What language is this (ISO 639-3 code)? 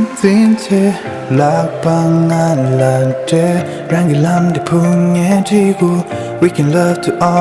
bod